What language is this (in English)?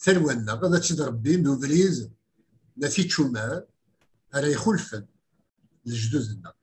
Kabyle